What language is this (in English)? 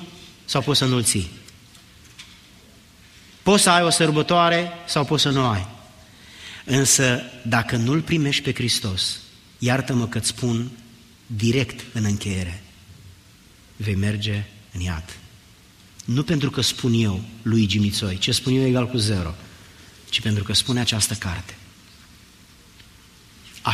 Romanian